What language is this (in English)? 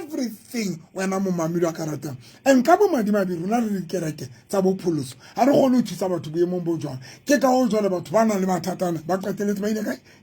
Southern Sotho